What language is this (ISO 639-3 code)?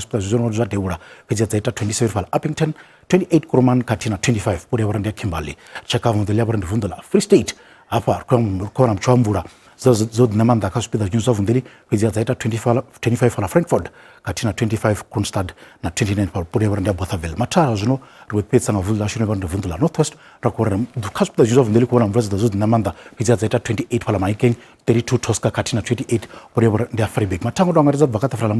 ven